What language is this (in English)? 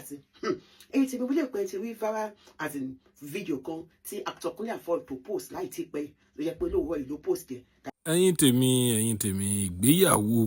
Yoruba